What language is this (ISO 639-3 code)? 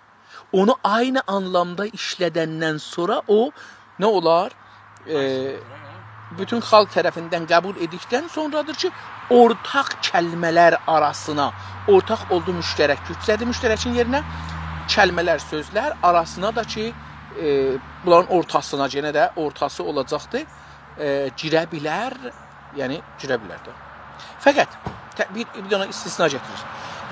azb